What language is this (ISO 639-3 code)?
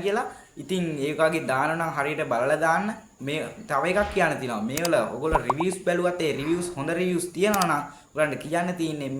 sin